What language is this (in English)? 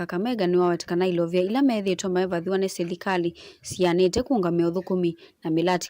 Kamba